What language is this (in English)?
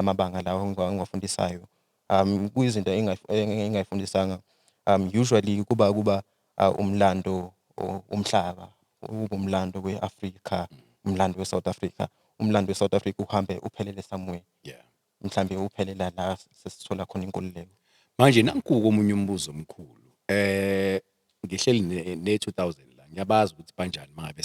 Zulu